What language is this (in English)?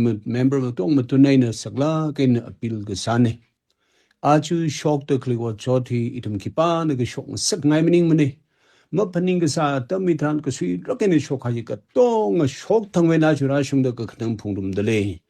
Tangkhul Naga (India)